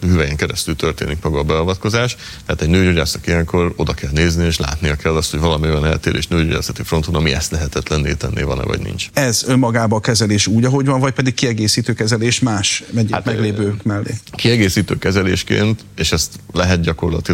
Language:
Hungarian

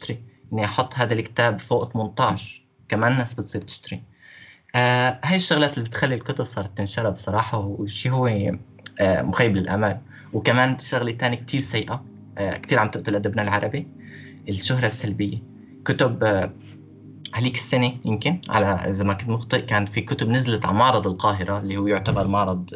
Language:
North Levantine Arabic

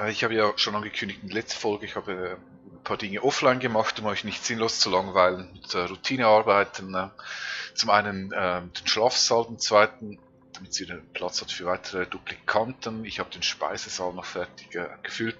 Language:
Swiss German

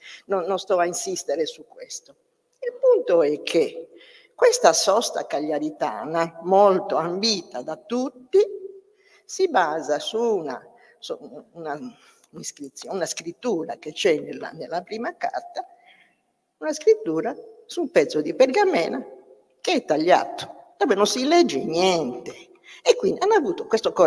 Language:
Italian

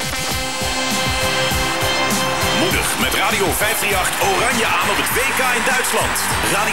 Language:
Dutch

